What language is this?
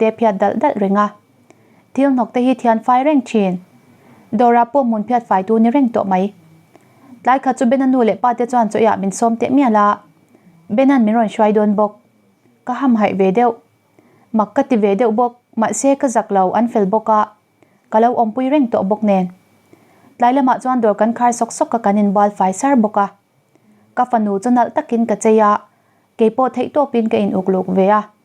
Mizo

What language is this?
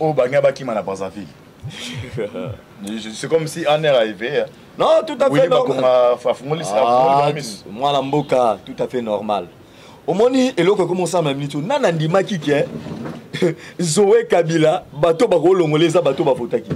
Lingala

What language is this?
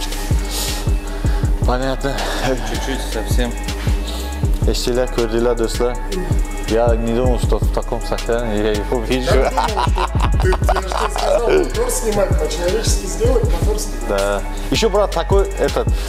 Russian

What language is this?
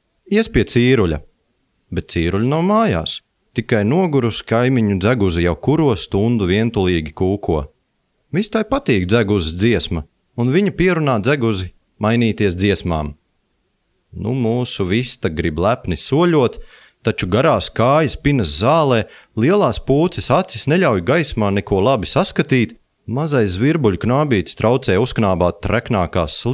Latvian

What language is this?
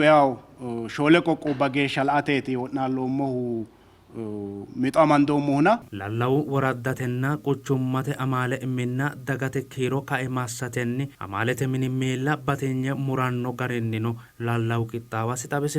Sidamo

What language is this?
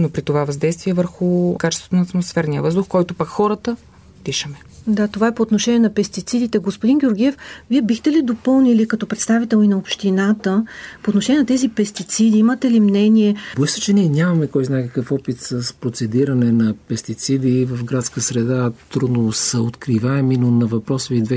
Bulgarian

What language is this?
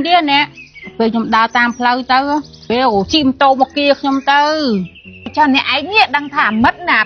Khmer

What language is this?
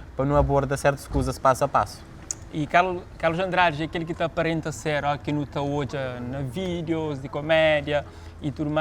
Kabuverdianu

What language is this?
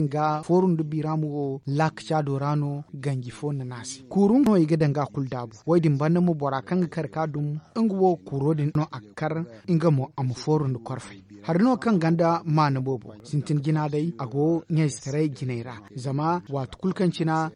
Zarma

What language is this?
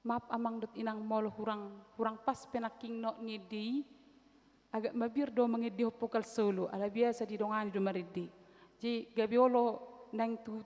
Batak Toba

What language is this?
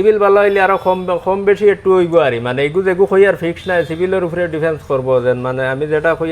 Sylheti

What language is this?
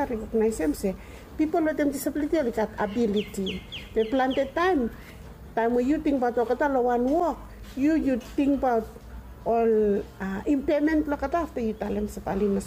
Bislama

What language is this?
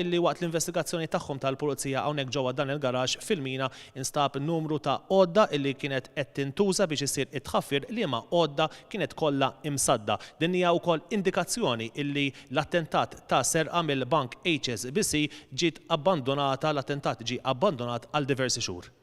Maltese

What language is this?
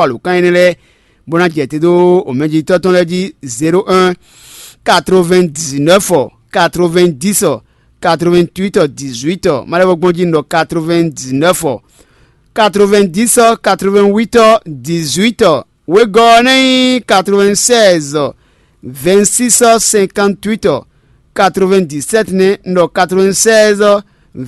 Fon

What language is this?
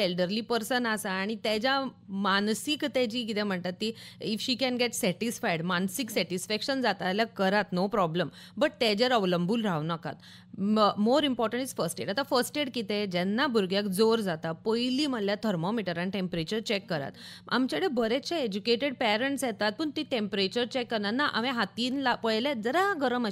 Konkani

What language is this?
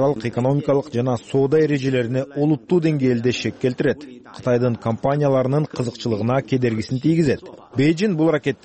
Kyrgyz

